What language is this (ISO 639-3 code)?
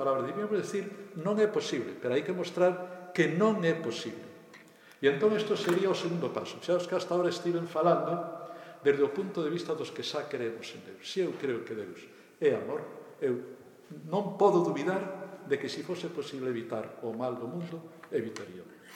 glg